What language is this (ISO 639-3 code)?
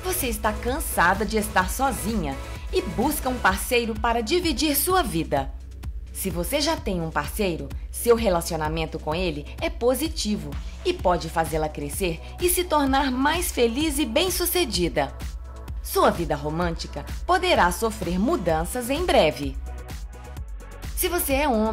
por